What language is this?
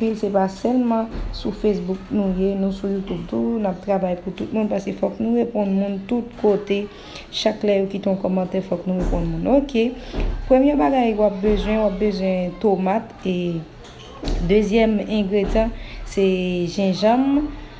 Haitian Creole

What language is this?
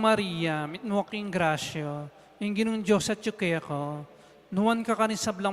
Pampanga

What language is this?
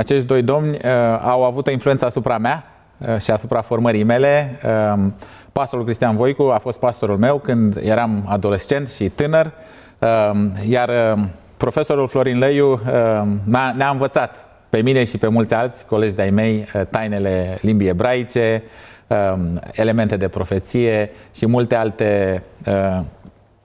Romanian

